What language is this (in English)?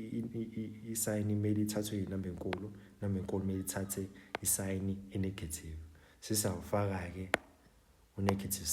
Zulu